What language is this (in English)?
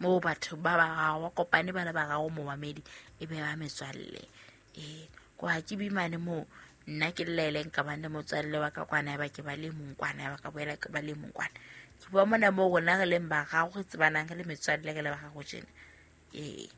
Southern Sotho